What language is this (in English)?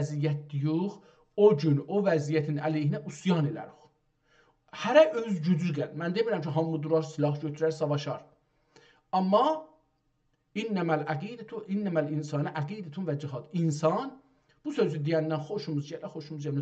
South Azerbaijani